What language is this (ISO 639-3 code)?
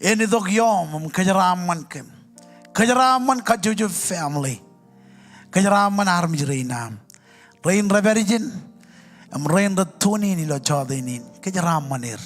mah